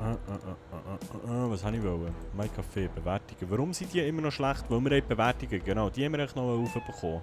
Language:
Swiss German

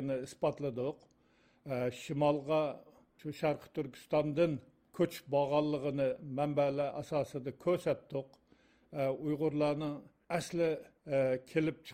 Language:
Uyghur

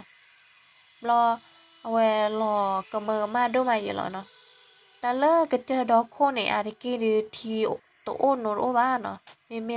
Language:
S'gaw Karen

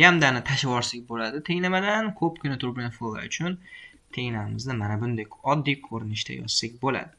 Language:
Uzbek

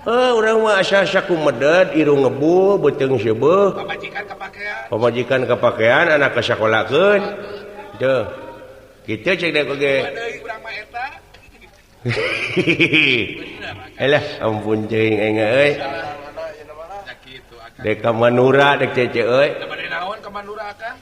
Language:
Sundanese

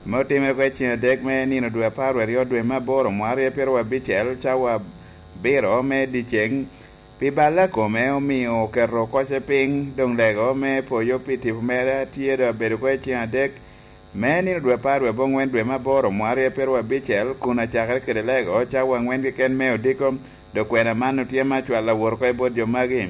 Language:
Lango (Uganda)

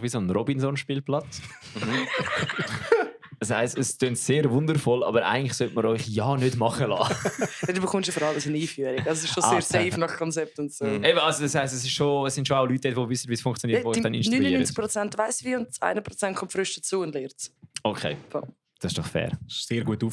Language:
Swiss German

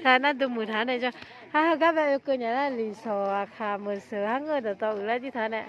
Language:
Akha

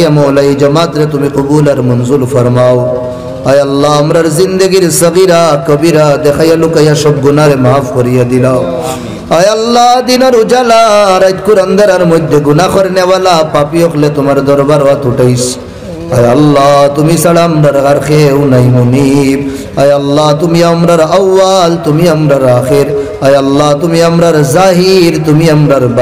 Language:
Sylheti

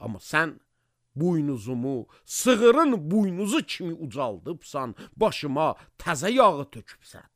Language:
Azerbaijani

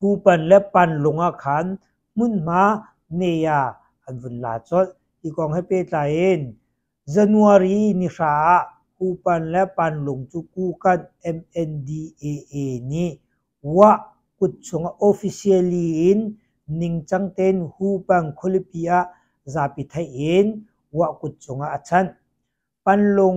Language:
Hakha Chin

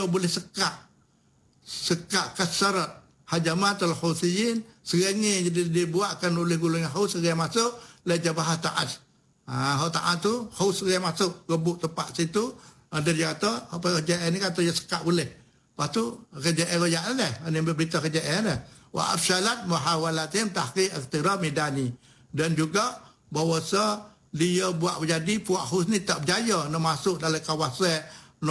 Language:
Malay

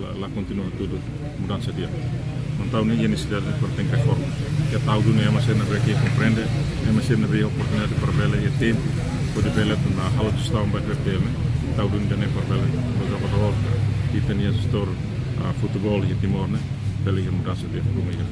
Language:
Tetum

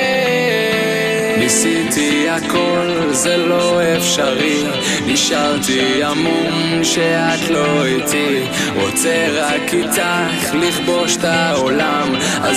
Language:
Hebrew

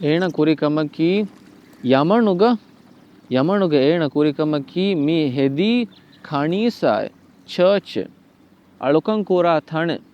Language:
Divehi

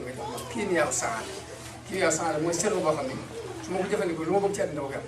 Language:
Wolof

